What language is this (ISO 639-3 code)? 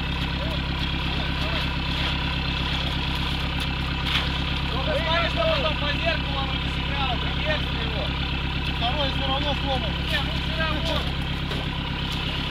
rus